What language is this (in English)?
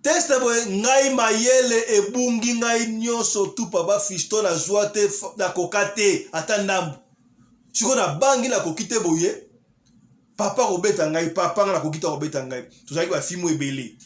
Lingala